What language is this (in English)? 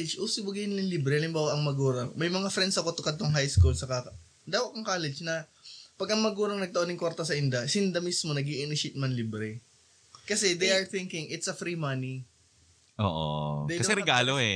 Bikol